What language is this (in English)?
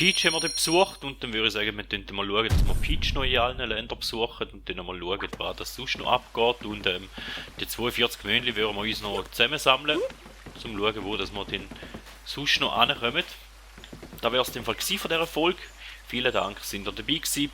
Swiss German